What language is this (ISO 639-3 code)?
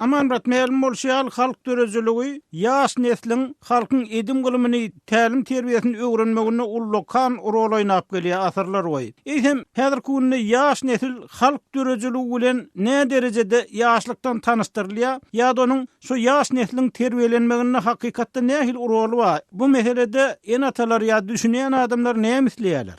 tuk